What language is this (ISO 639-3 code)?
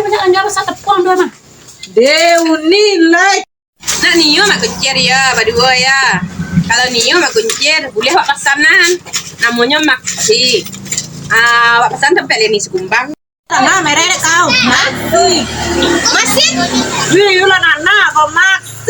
min